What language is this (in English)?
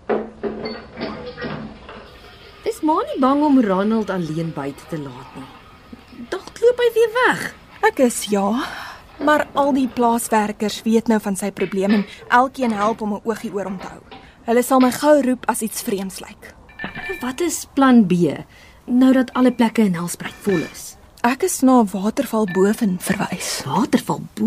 Afrikaans